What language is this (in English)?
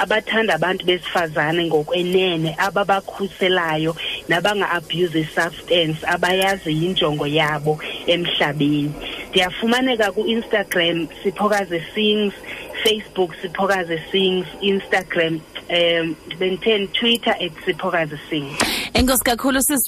Xhosa